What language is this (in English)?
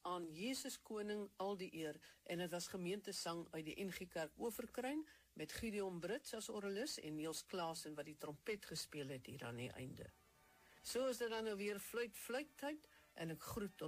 Afrikaans